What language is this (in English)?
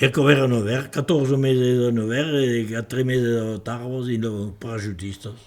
Occitan